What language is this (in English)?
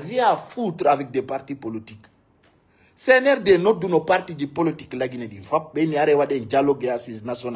Fula